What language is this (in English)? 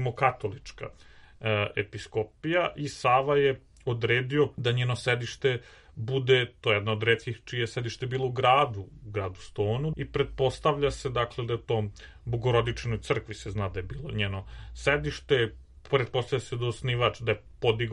Serbian